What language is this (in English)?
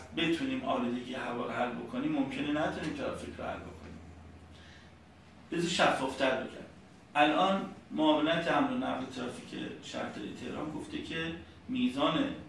Persian